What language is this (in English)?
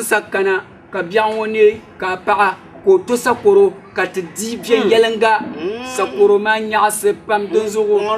Dagbani